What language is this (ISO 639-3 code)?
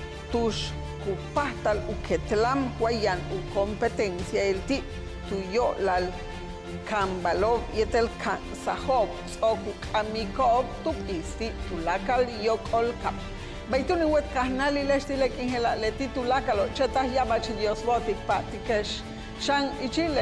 yua